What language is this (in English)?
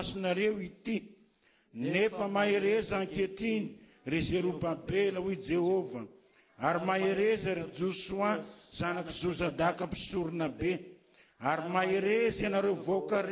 Malagasy